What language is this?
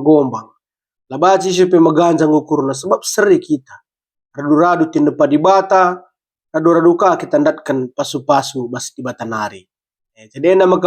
Batak Karo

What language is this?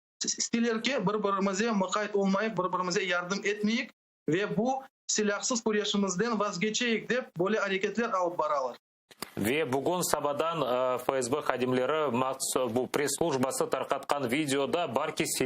Crimean Tatar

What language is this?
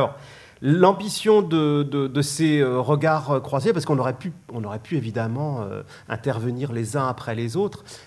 French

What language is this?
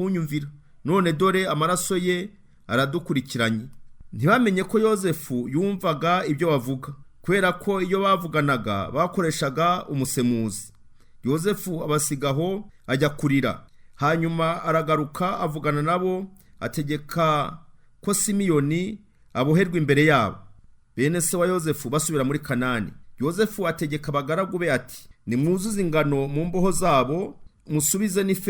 Kinyarwanda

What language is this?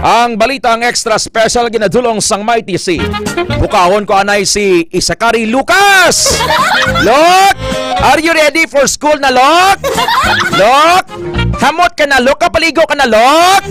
Hiligaynon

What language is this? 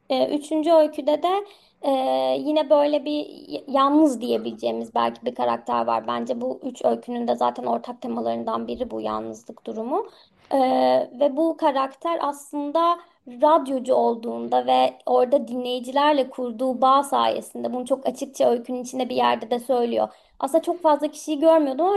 Turkish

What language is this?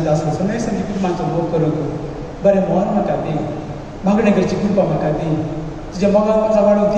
Konkani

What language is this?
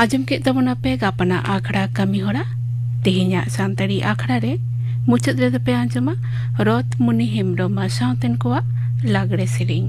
Santali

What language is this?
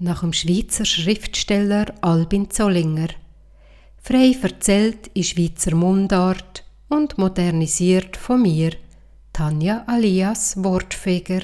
Swiss German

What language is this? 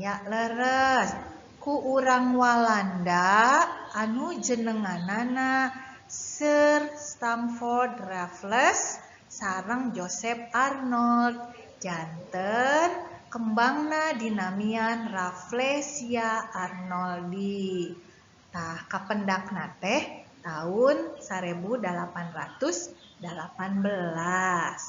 Sundanese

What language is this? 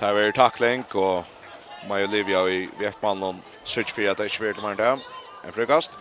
Faroese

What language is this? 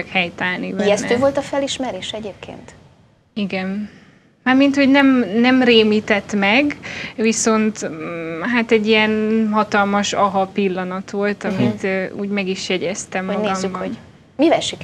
Hungarian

